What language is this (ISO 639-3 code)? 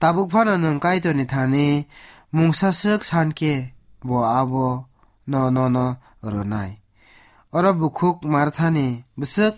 trp